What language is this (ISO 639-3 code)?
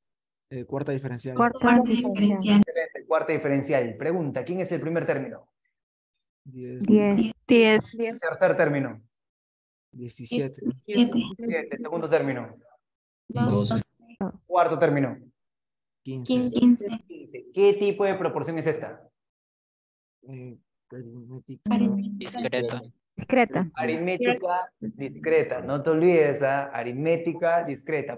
spa